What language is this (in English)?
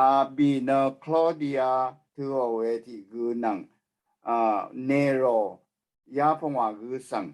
Rawang